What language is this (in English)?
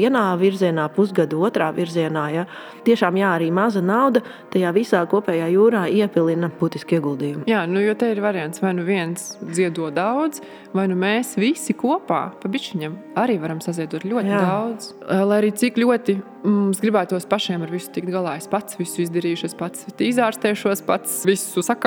Latvian